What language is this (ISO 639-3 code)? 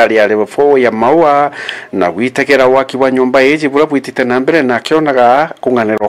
mer